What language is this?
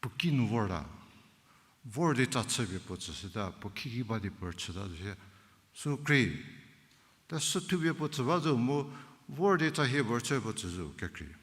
Angami Naga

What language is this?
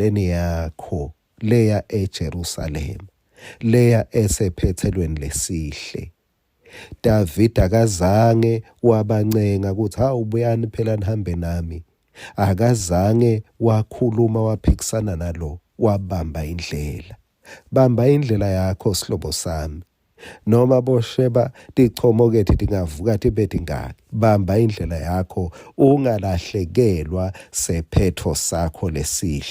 Swati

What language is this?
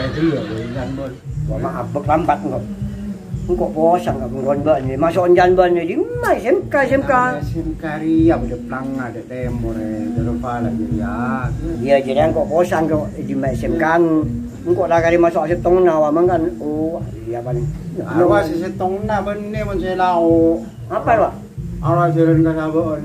Madurese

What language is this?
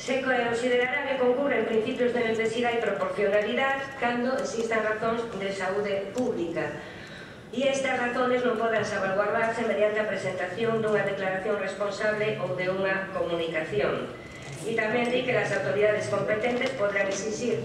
Galician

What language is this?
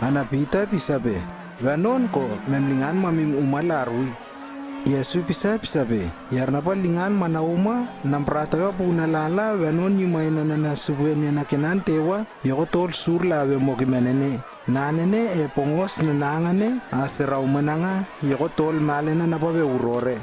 Lewo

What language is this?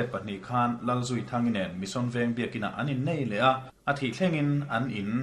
Mizo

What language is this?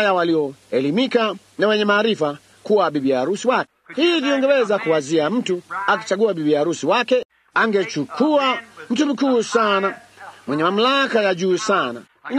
Swahili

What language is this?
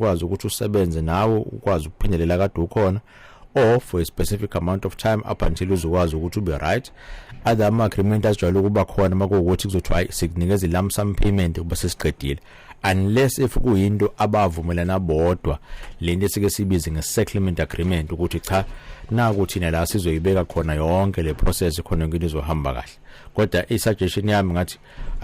Zulu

